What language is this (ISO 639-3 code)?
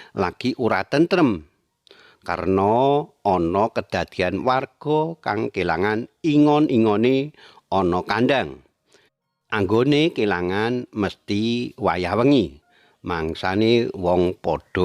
jav